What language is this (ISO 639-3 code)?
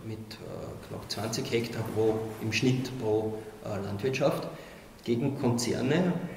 deu